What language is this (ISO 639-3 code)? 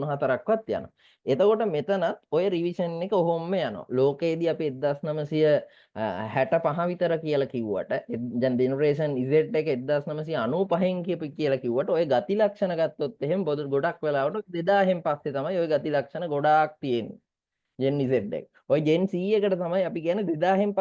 sin